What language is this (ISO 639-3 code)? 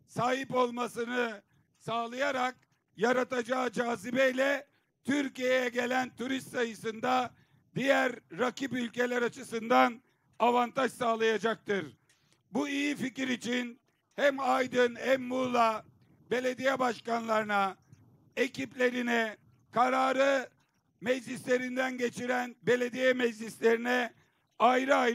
tur